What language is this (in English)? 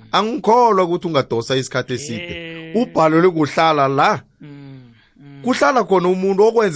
South Ndebele